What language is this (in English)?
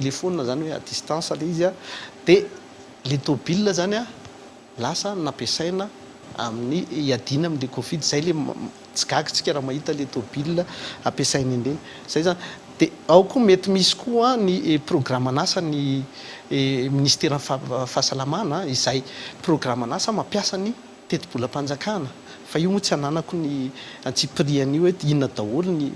Malagasy